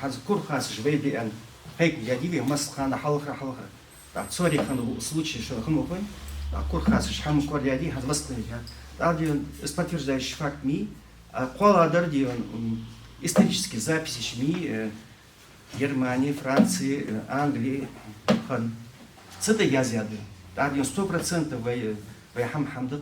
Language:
Ingush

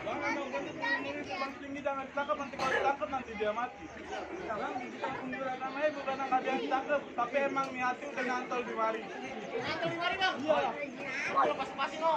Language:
Betawi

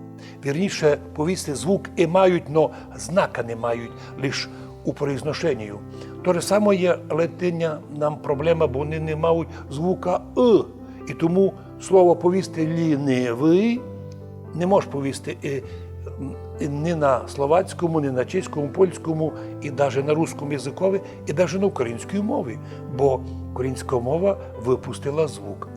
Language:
Rusyn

